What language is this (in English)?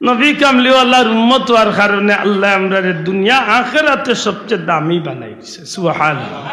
Sylheti